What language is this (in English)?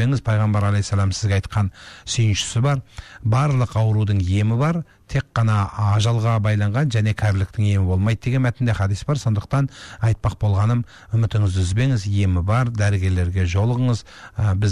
Kazakh